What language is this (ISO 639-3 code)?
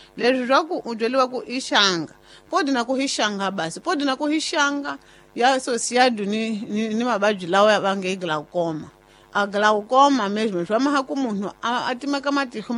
tso